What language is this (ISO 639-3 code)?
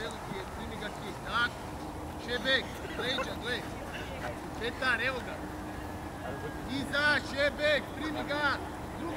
hrv